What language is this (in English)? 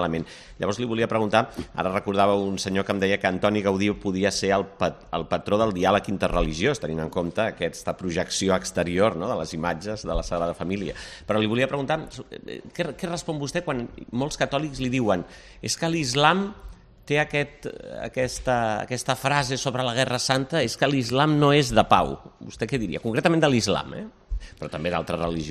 Catalan